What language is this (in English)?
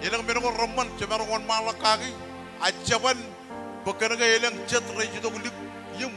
Marshallese